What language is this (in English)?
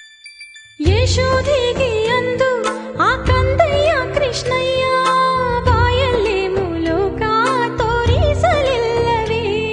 Kannada